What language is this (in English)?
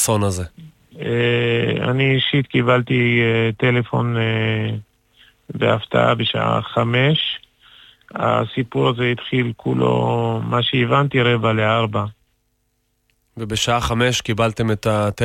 Hebrew